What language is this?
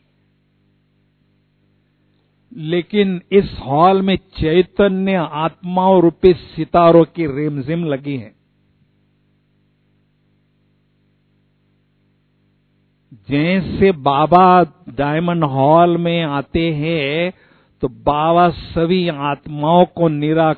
Hindi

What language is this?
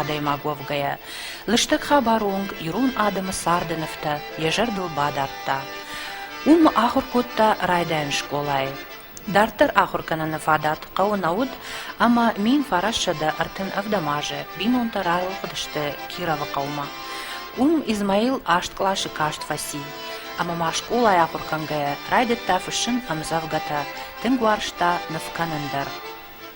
Ossetic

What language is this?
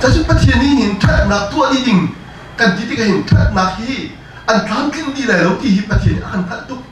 Hakha Chin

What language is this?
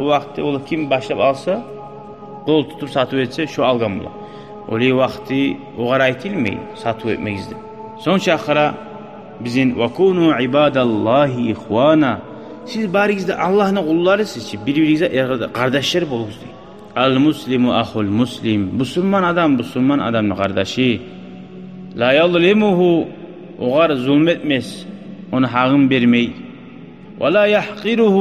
Kumyk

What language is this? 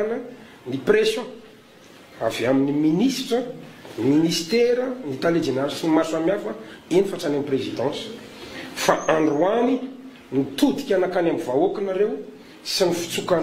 Malagasy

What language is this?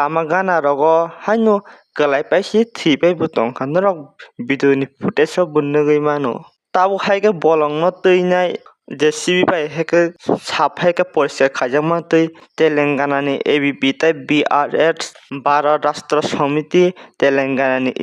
Kok Borok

